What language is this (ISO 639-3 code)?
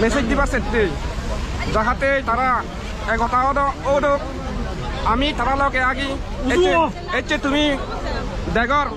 ccp